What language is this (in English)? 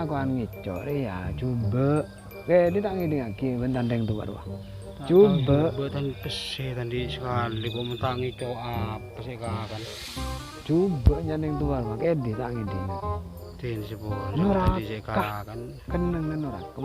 Madurese